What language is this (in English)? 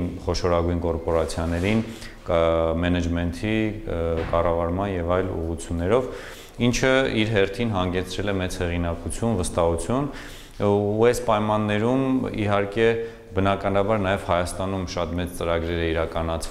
Armenian